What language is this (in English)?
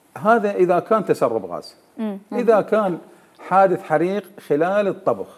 Mesopotamian Arabic